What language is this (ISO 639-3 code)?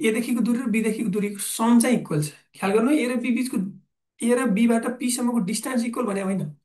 nep